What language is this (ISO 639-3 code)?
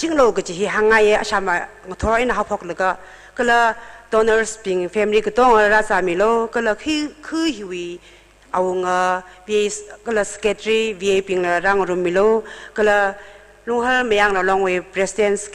nmf